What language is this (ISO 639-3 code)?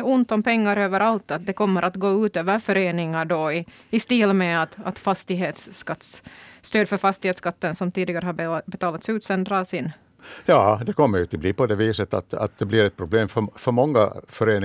swe